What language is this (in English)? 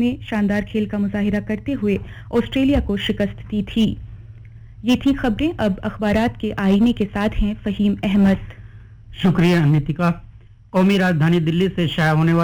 Urdu